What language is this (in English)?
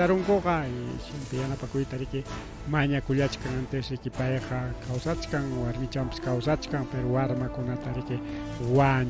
Ayacucho Quechua